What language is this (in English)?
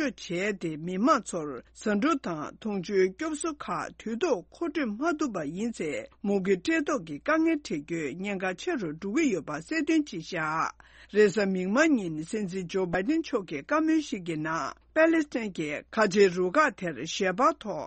Tibetan